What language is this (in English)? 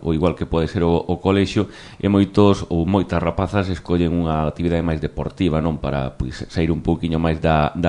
Galician